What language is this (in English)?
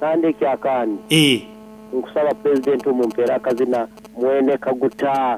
Nyankole